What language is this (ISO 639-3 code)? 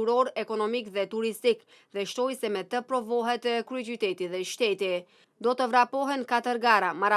sqi